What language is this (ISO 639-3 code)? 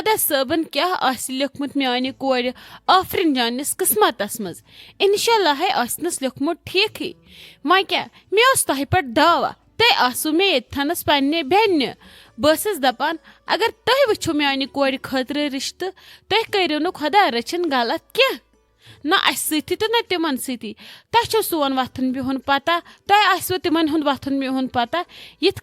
kas